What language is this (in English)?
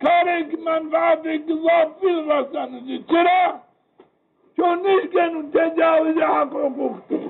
Zaza